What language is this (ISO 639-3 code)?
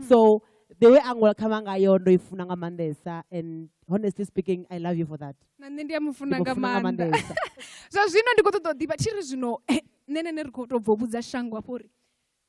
ven